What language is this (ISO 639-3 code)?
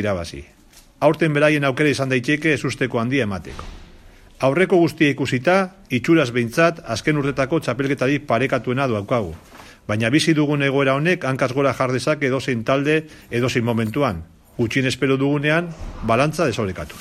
eus